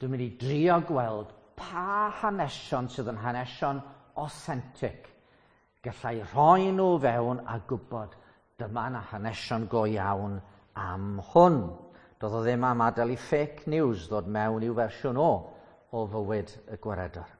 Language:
Welsh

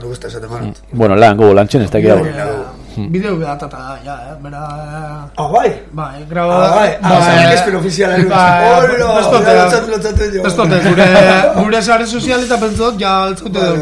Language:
Basque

